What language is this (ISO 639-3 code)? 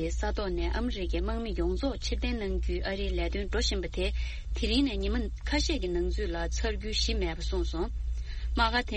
bod